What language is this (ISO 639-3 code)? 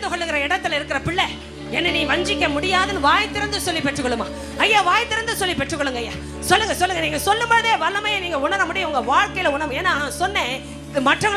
tam